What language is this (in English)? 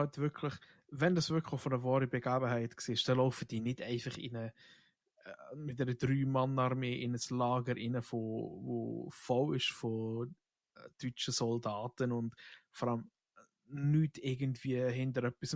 Swiss German